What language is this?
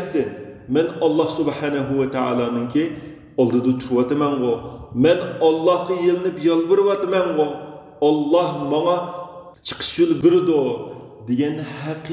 Uyghur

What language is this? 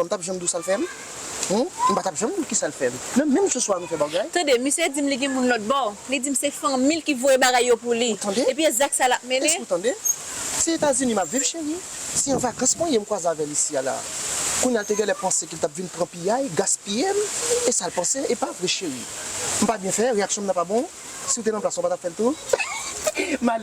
Haitian Creole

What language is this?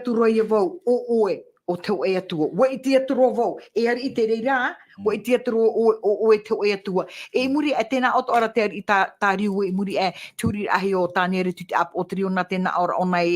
Tahitian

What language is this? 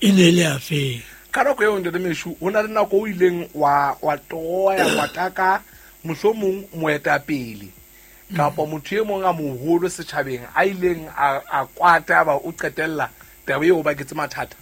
Southern Sotho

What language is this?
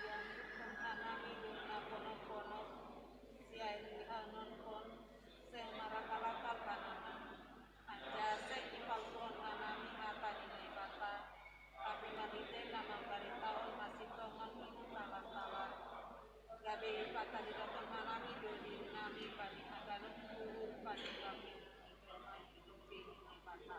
Batak Simalungun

